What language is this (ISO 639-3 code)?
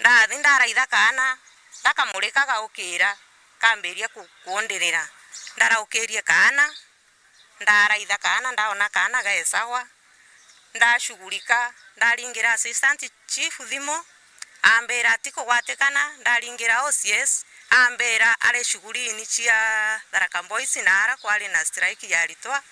mer